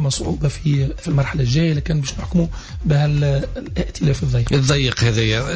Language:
Tunisian Arabic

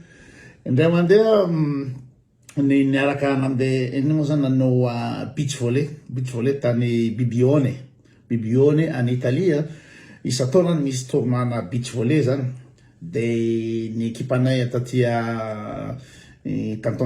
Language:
Malagasy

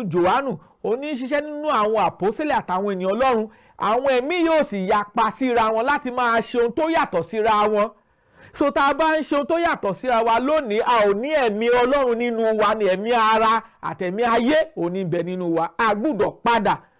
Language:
Yoruba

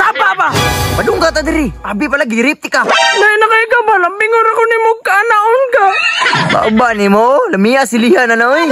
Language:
Cebuano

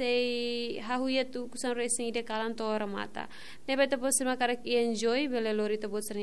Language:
Tetum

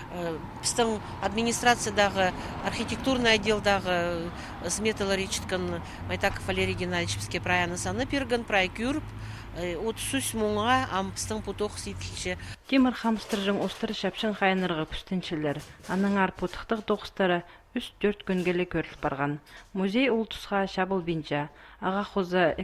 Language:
Khakas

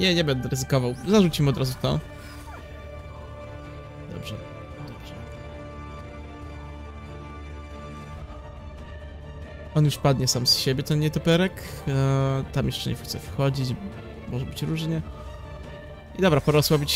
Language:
Polish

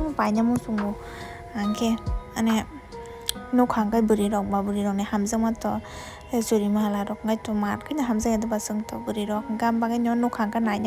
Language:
Kok Borok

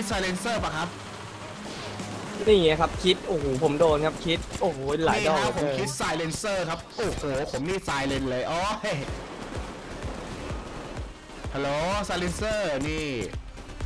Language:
Thai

